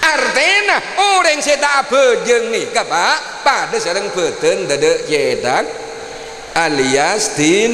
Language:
Madurese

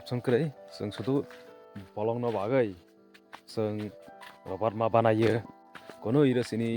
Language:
Kok Borok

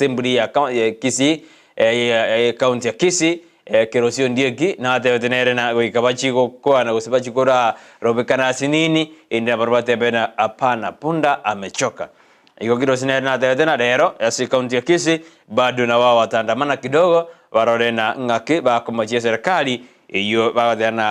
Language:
Gusii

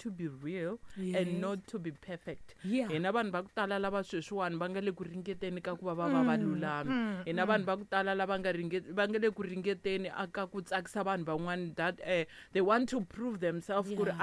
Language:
Tsonga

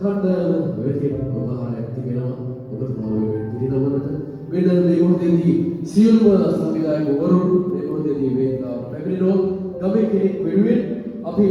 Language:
Sinhala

